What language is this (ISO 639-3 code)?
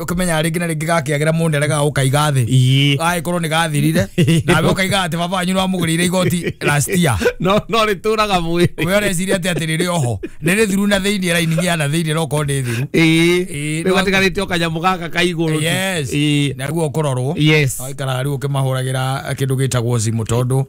kik